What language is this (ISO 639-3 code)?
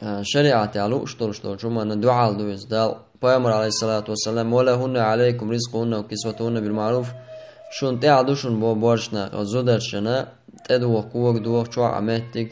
che